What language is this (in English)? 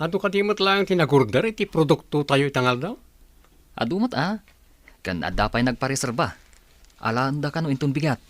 Iloko